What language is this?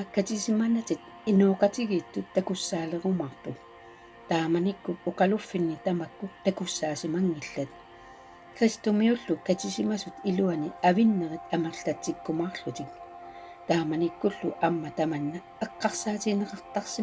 Kalaallisut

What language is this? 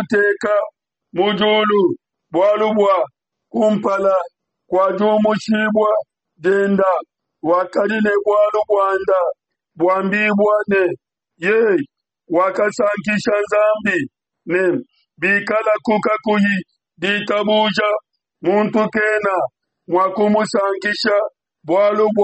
Luba-Lulua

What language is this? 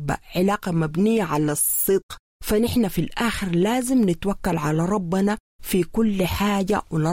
Sudanese Arabic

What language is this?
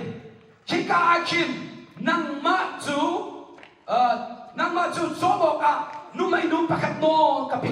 Hakha Chin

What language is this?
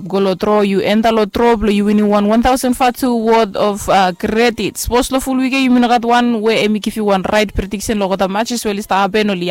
Bislama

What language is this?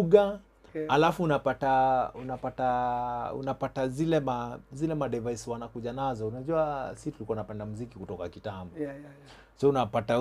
Swahili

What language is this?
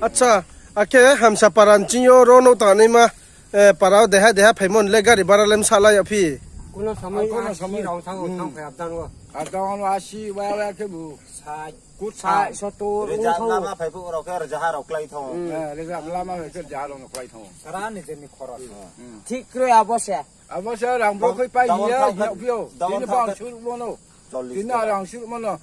Riang (India)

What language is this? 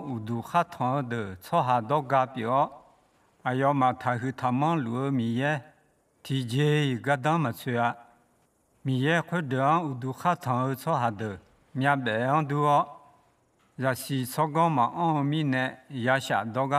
Akha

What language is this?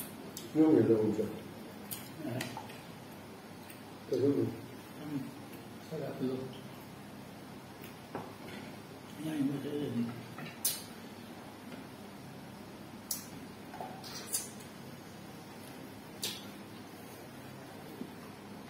Malay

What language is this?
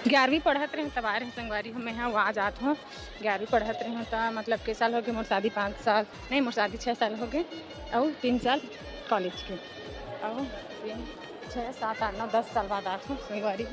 Chhattisgarhi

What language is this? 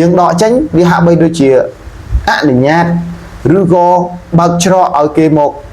Khmer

